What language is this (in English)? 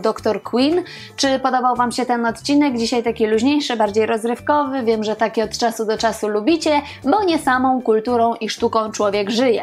Polish